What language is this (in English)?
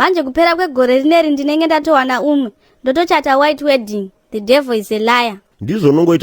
Shona